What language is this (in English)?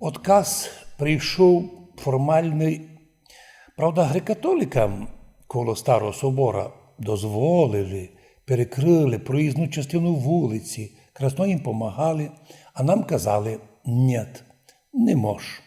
Rusyn